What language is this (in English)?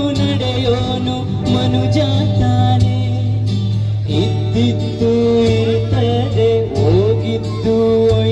Kannada